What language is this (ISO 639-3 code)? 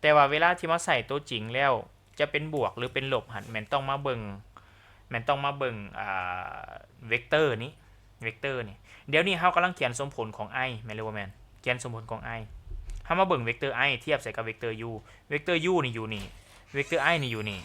lao